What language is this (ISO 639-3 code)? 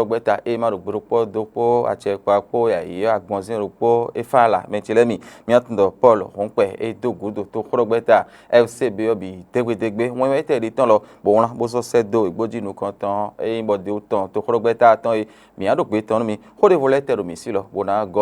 fon